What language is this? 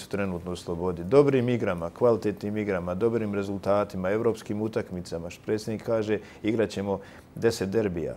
Bosnian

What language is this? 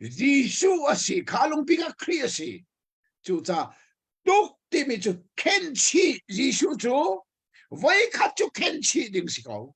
Hakha Chin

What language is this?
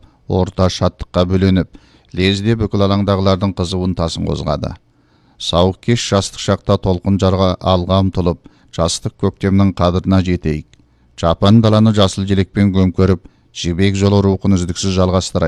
Kazakh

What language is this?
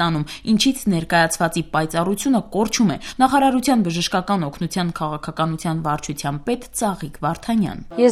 Armenian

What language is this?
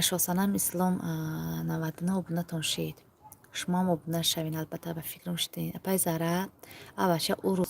Tajik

